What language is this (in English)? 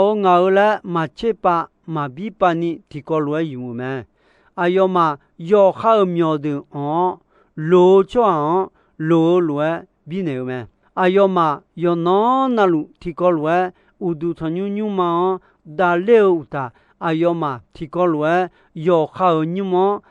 Akha